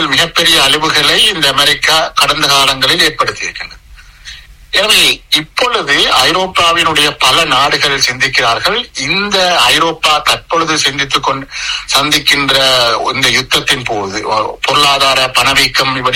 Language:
Tamil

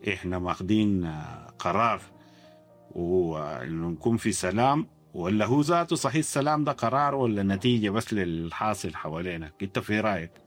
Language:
Sudanese Arabic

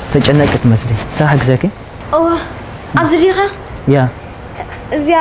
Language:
Tigrinya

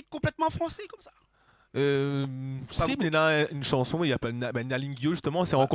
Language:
Réunion Creole French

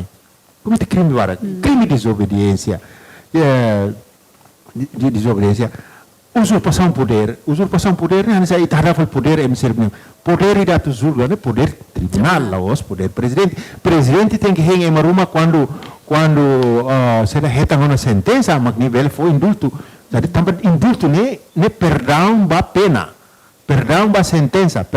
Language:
Tetum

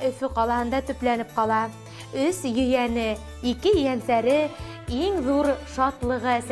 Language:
Bashkir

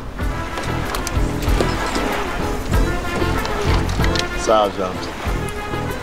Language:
Turkish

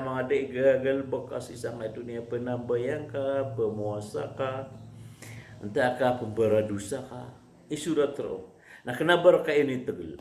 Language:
Maranao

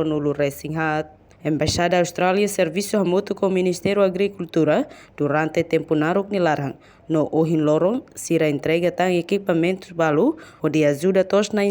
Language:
Tetum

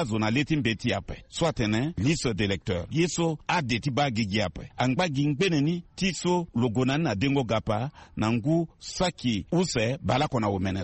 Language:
Sango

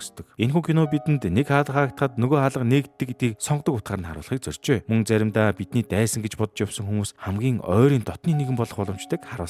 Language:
Mongolian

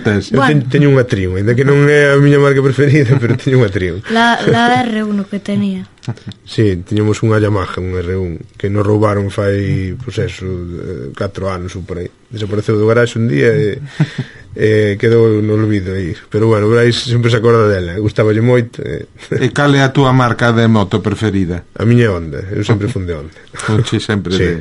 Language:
Galician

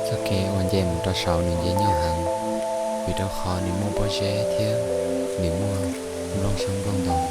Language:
Hmong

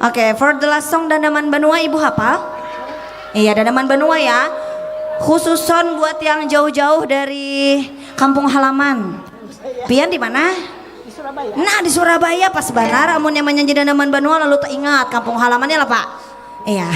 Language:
Banjar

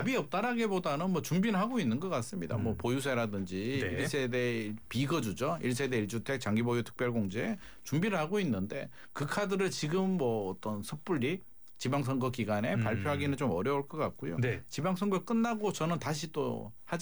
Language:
Korean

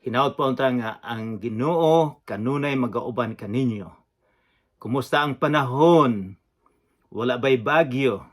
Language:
Cebuano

